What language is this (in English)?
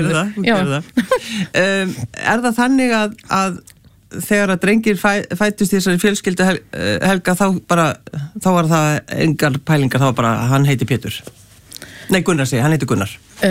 Icelandic